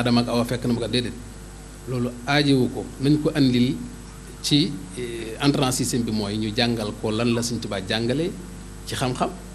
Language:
Wolof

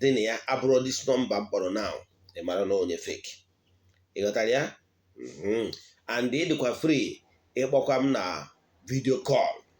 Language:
Igbo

